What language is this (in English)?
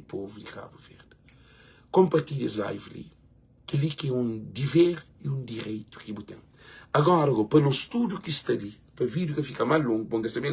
Kabuverdianu